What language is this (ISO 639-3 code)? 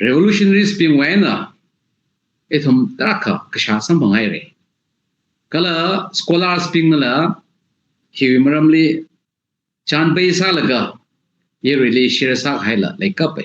nmf